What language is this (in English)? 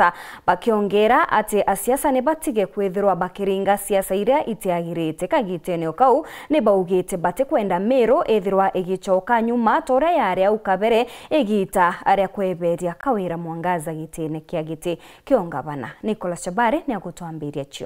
Meru